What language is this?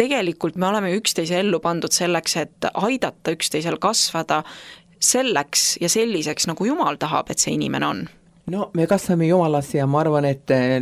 Estonian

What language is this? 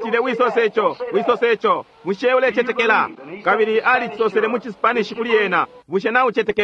Bemba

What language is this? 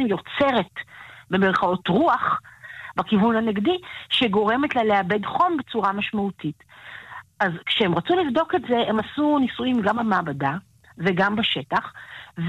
Hebrew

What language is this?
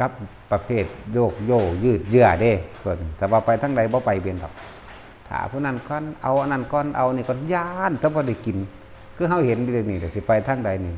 Lao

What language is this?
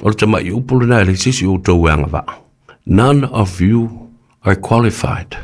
Samoan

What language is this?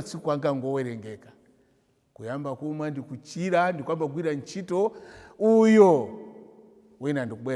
Nyanja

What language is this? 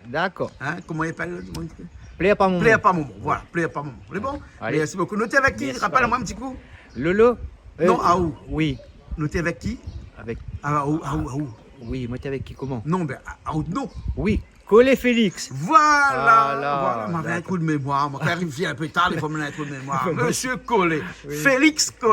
Réunion Creole French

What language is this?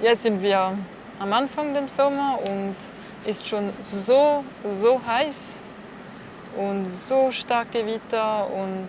Swiss German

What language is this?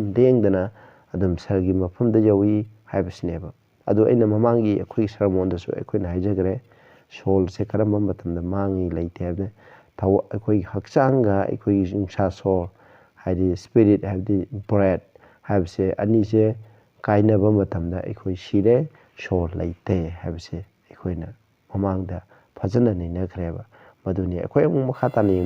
Manipuri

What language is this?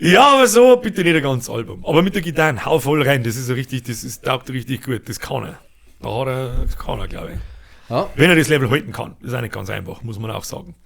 Bavarian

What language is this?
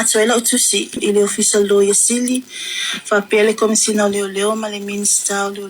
Samoan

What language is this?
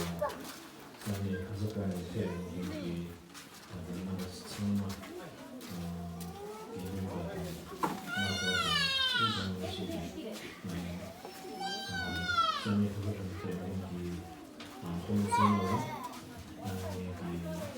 Tibetan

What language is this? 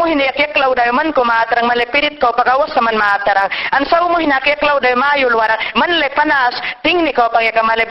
Mayangna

